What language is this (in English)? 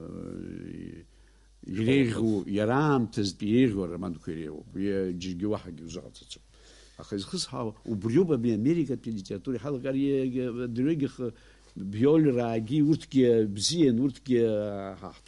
Abkhazian